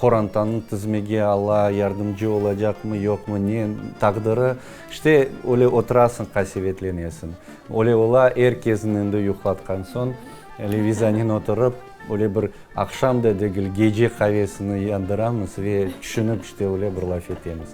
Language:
Crimean Tatar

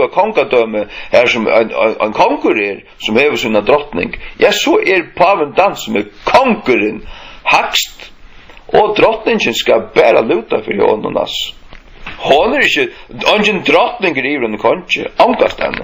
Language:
Faroese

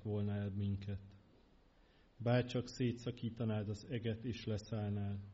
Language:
Hungarian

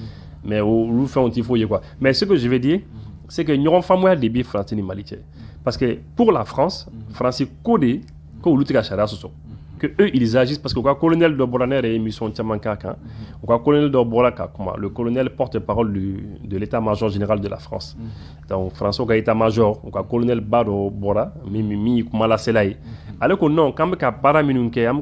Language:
Bambara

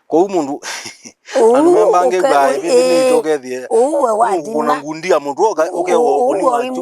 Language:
Kamba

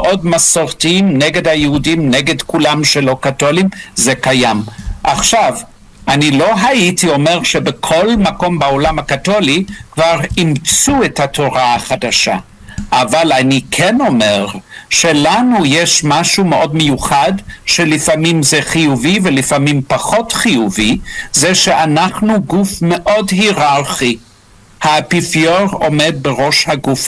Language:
Hebrew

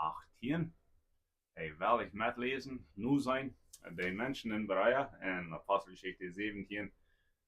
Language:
Plautdietsch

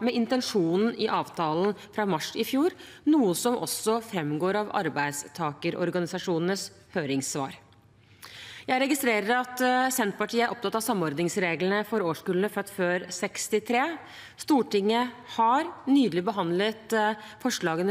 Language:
Norwegian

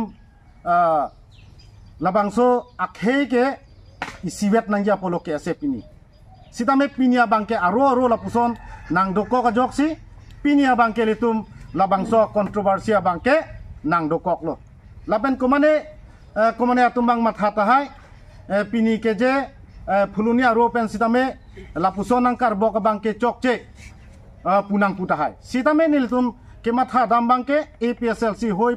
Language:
Karbi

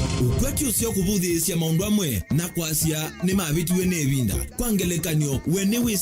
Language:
Kamba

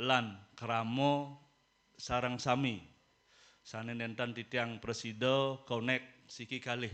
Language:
Balinese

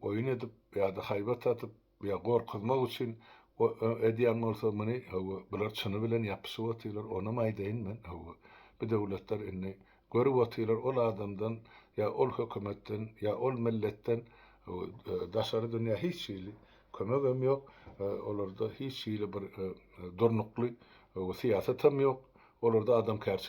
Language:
Turkmen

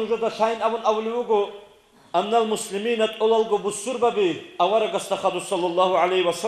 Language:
Avaric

